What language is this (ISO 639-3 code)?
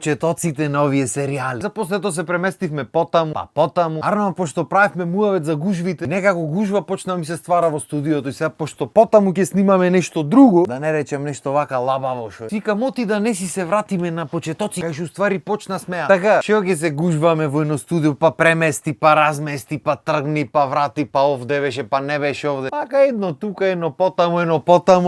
mkd